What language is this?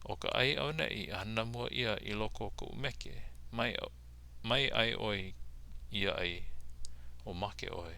Hawaiian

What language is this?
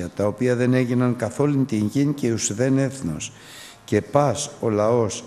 Greek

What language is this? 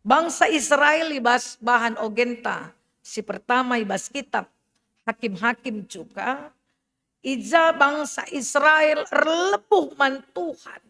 Batak Karo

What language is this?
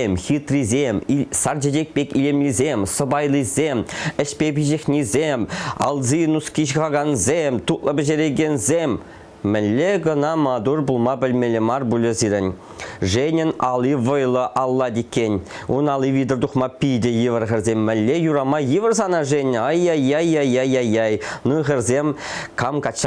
Chuvash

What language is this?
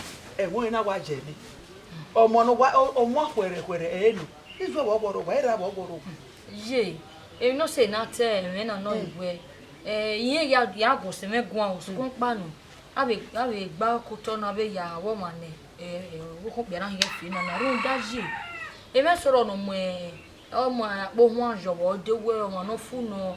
Bini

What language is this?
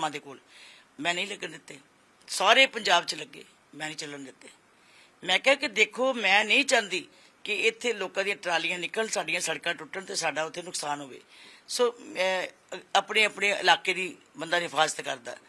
Punjabi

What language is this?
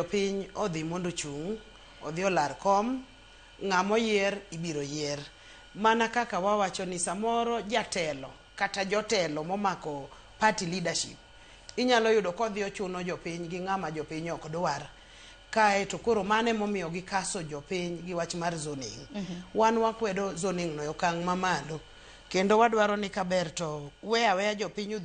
Luo (Kenya and Tanzania)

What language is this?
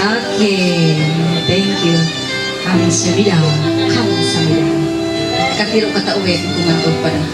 Ma'anyan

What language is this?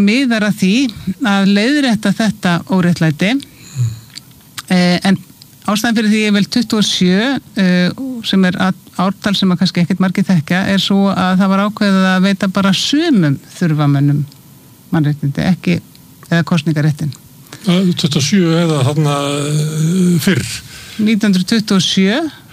Icelandic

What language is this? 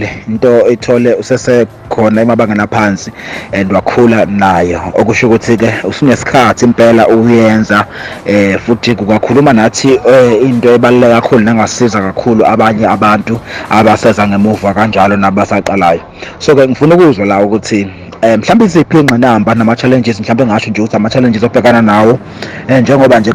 Zulu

